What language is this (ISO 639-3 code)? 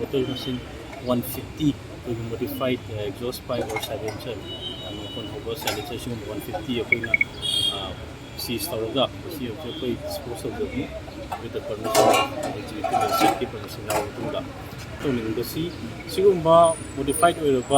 mni